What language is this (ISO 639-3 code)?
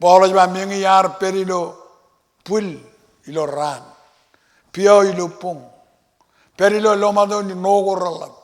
mah